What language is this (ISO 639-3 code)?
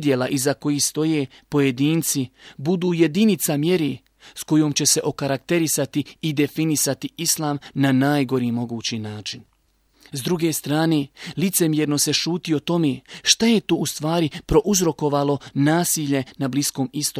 bos